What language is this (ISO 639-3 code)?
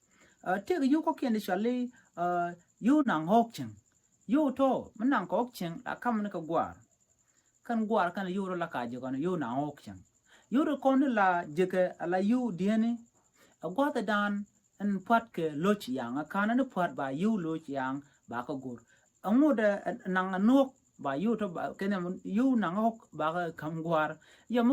nus